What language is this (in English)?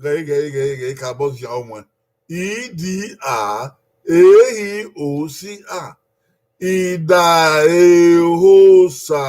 Bini